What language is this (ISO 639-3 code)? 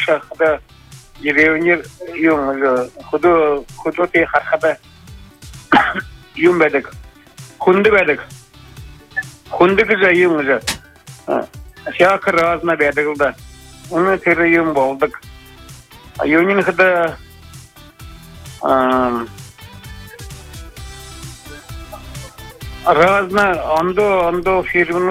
bua